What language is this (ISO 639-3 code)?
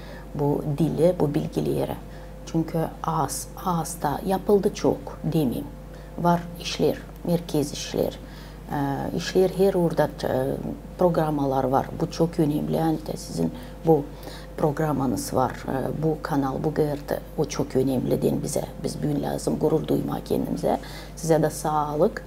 gag